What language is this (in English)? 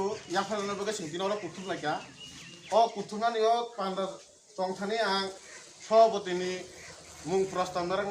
Kok Borok